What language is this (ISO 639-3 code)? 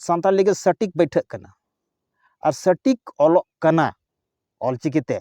sat